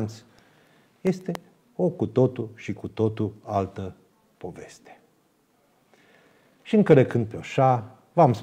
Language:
Romanian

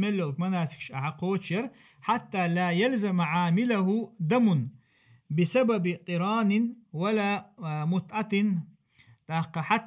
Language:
Chechen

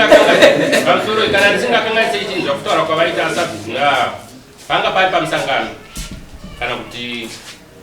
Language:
Shona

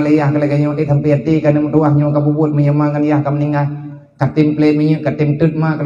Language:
Achinese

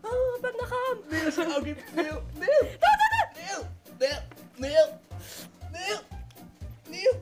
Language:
Irish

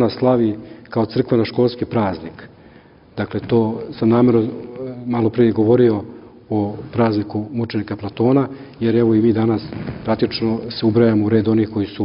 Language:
Serbian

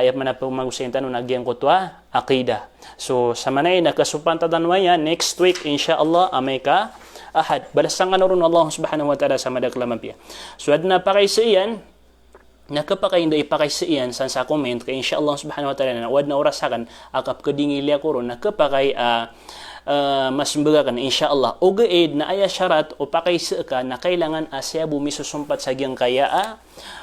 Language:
Maranao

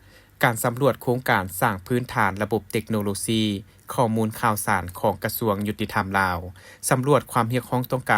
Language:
Lao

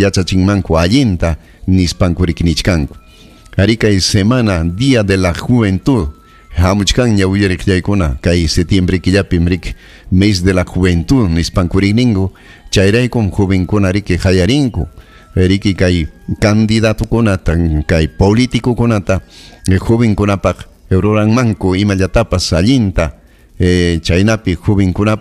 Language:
Ayacucho Quechua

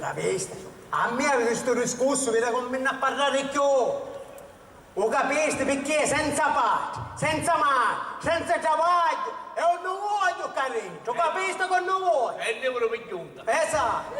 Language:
Sicilian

